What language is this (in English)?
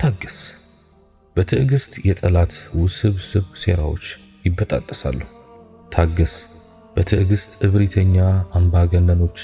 Amharic